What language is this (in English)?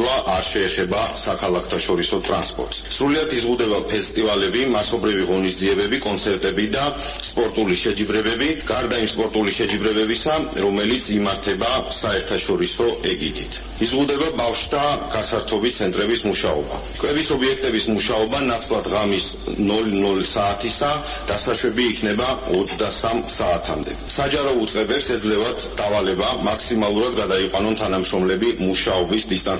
Georgian